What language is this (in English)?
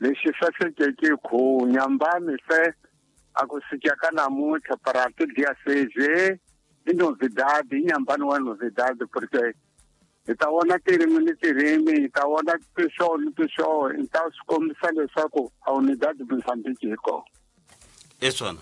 Tsonga